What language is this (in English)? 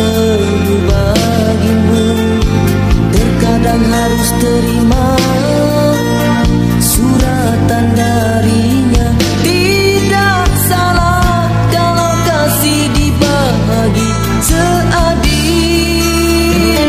Malay